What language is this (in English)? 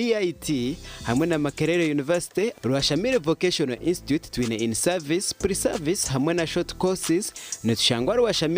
Nyankole